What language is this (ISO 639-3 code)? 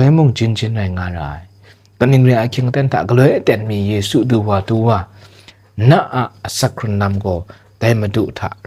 kac